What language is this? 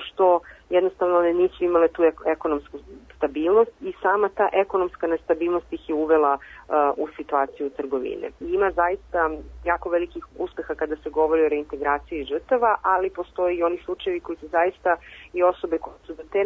Serbian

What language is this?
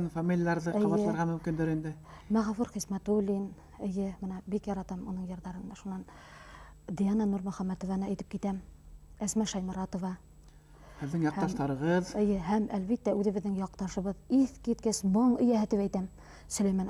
Bashkir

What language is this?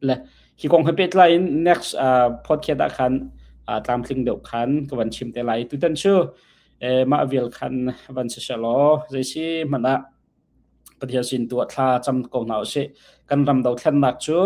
Hakha Chin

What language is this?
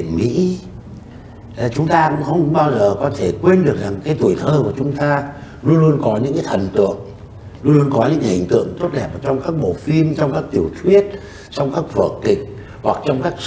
Vietnamese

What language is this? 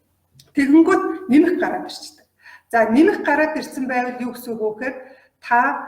Mongolian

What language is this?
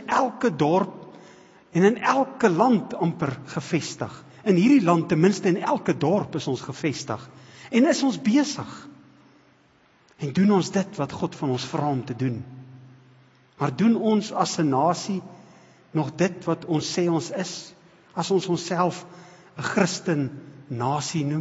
Afrikaans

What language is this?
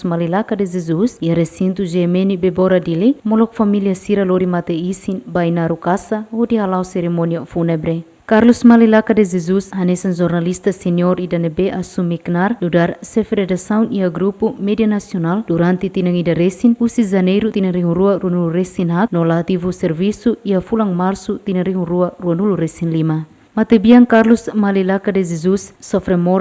Tetum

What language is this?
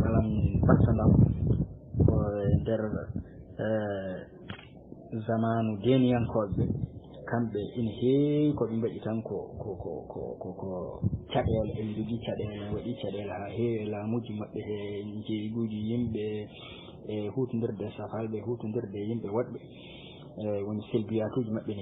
Fula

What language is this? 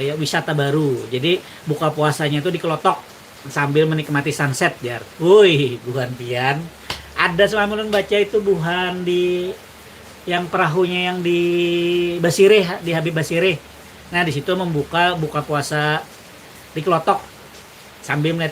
Banjar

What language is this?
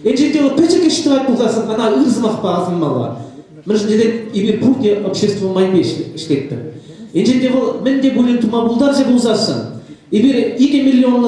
Chuvash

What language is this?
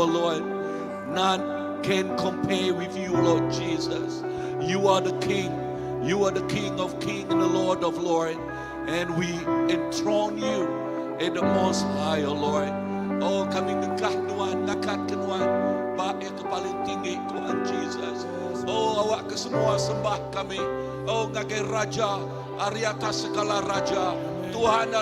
Iban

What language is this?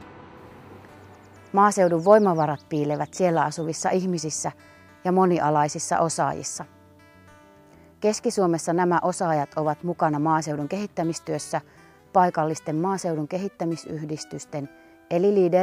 Finnish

